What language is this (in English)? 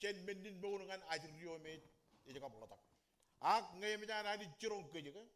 Marshallese